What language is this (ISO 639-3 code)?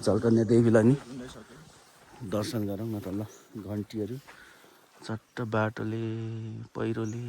nep